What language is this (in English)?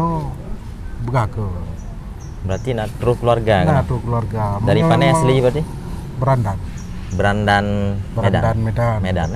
Achinese